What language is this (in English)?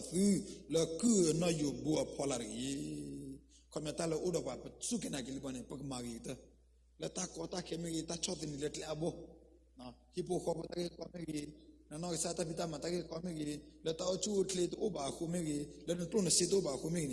S'gaw Karen